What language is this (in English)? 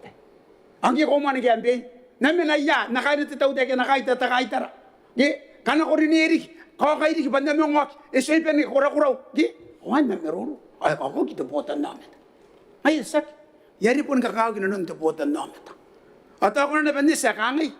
Gilbertese